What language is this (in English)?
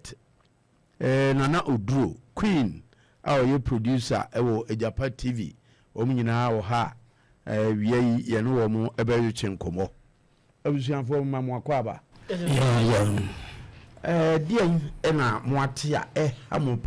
Akan